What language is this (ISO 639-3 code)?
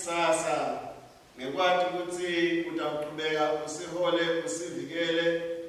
ssw